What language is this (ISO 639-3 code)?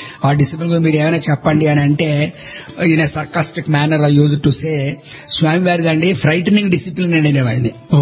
tel